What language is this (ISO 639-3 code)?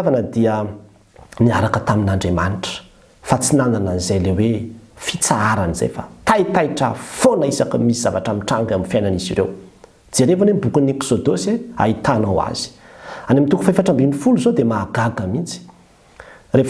mlg